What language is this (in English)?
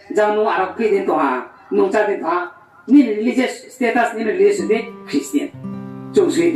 Riang (India)